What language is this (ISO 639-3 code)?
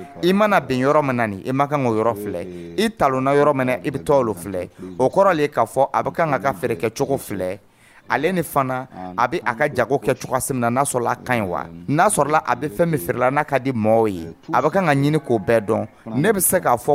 dyu